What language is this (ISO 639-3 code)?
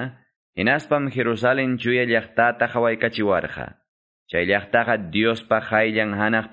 que